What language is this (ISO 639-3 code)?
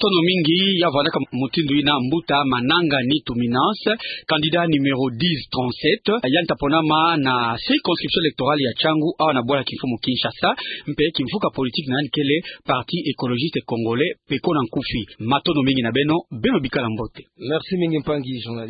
ktu